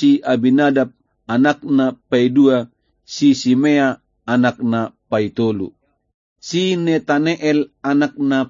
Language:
Batak Toba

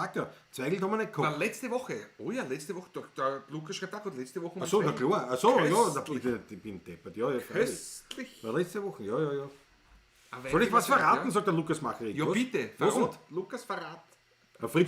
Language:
Bavarian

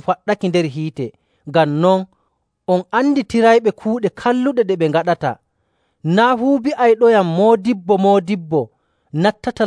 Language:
Nigerian Fulfulde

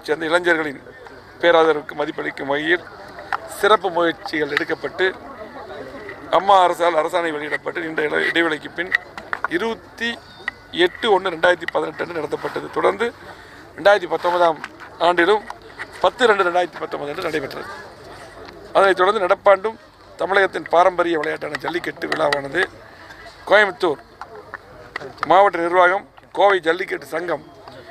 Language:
Tamil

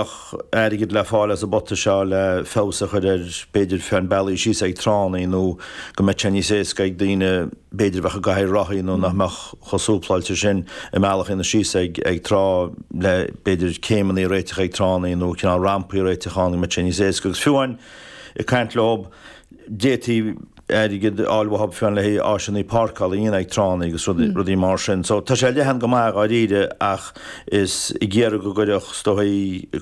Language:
Irish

